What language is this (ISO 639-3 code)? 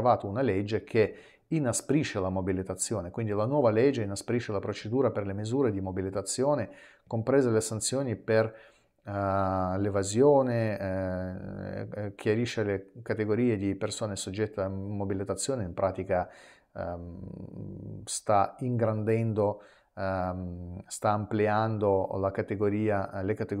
ita